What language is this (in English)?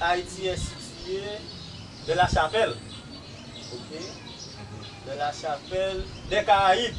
Haitian Creole